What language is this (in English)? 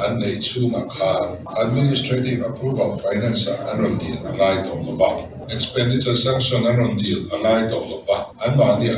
Mizo